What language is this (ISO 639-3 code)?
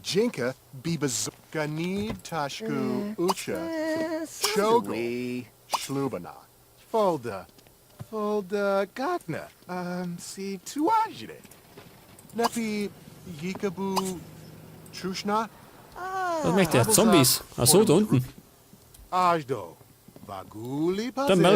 bar